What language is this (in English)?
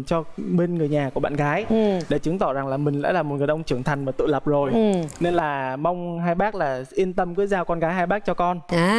Vietnamese